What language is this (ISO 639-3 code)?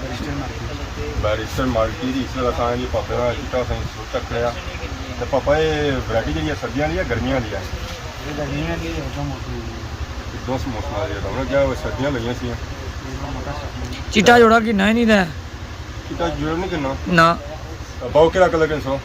phr